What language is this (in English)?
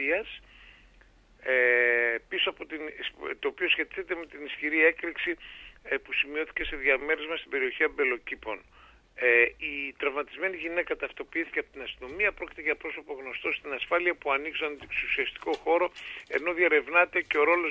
Greek